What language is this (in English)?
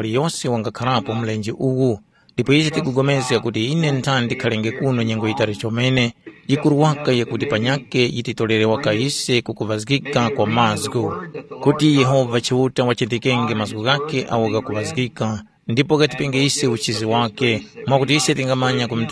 Tumbuka